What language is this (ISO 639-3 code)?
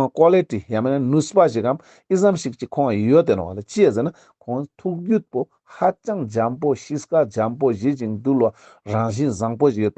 lbj